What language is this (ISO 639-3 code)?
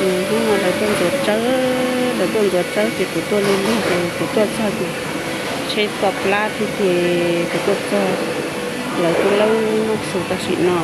hmn